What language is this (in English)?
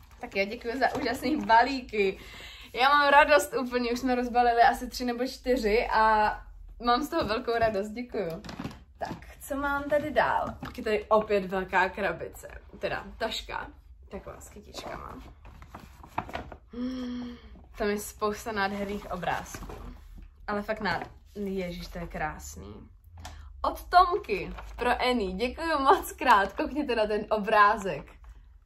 Czech